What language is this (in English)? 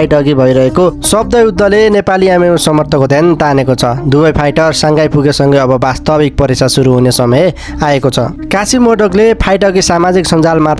Nepali